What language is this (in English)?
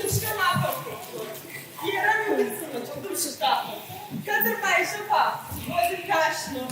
Ossetic